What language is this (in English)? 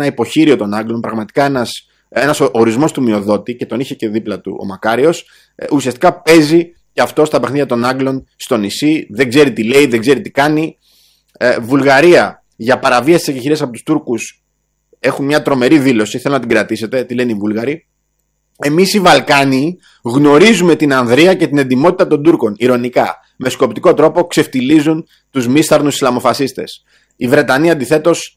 Greek